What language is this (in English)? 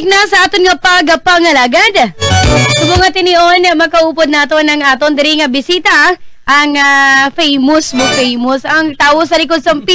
Hiligaynon